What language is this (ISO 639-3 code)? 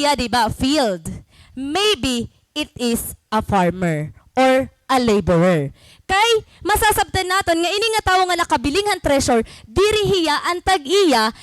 war